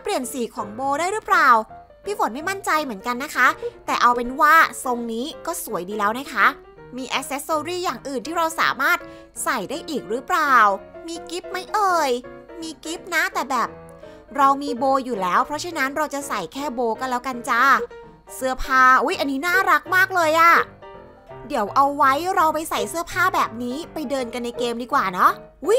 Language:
Thai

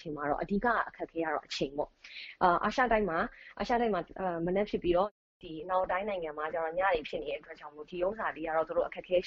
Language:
Burmese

